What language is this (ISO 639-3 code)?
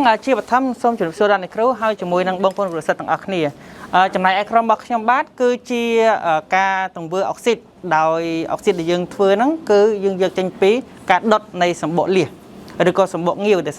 khm